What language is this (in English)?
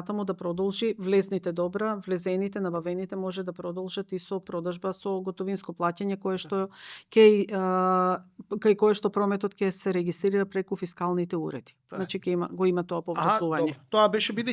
Macedonian